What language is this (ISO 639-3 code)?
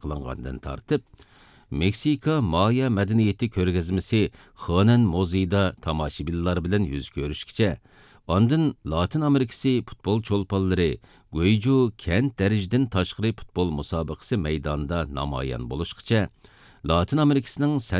uig